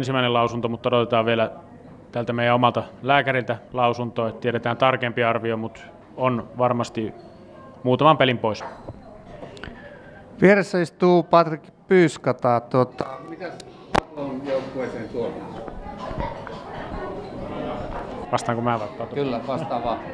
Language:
Finnish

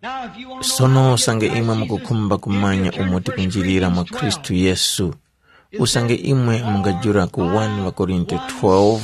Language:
Tumbuka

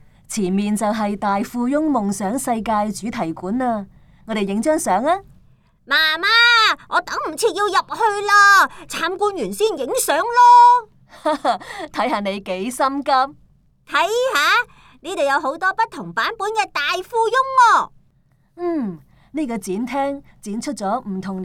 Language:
Cantonese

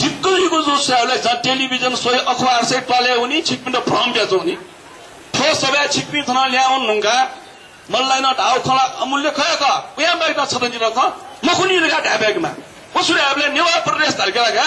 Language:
Newari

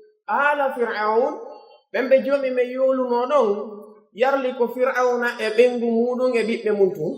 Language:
Pular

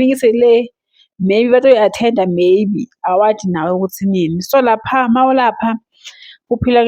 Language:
Zulu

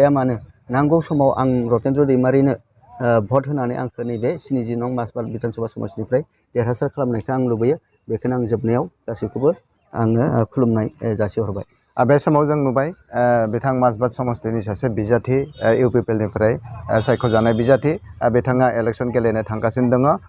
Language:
Bodo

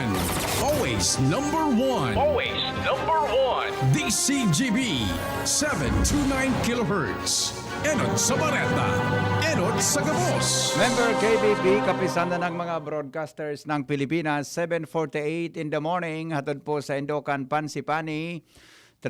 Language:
Bikol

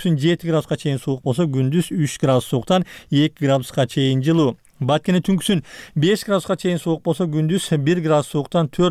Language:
Kyrgyz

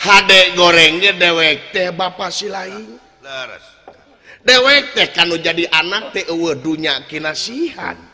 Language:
Sundanese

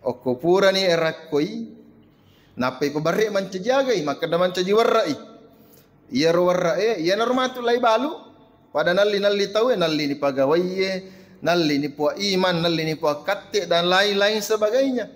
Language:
Buginese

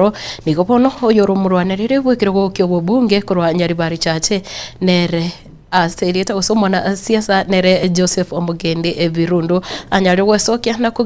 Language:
Gusii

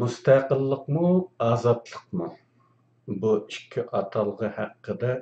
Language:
Uyghur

